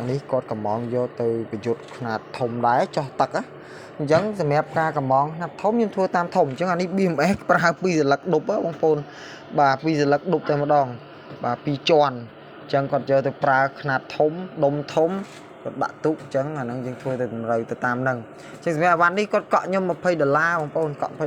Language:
Khmer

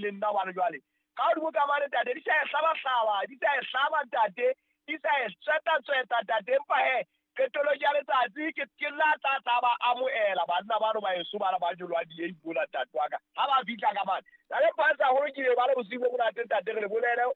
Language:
Southern Sotho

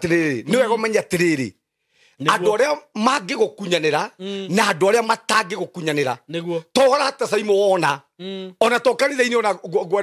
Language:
Kikuyu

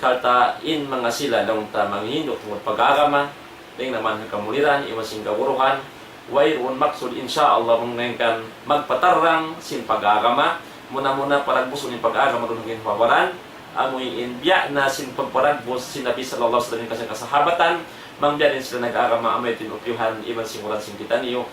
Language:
Tausug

